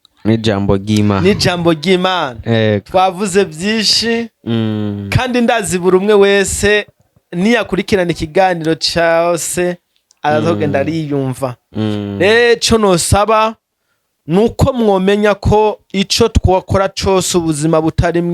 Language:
Rundi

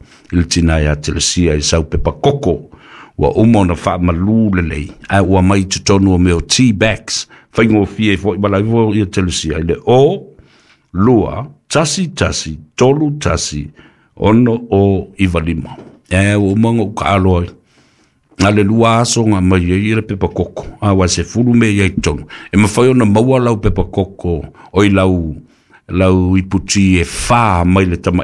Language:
Samoan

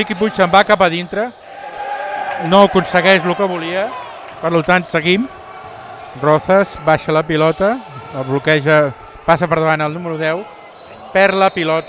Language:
Catalan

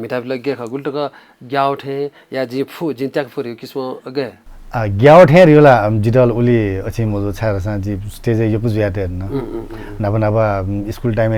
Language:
Newari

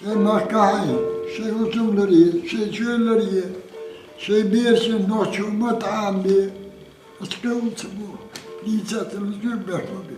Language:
Chechen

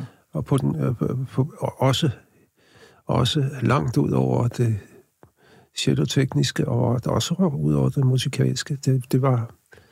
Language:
Danish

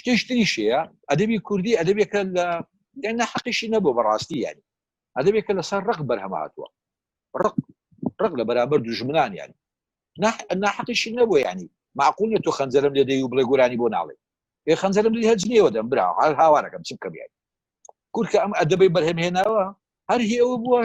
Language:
Central Kurdish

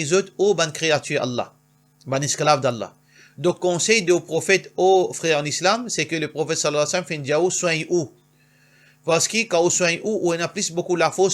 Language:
Morisyen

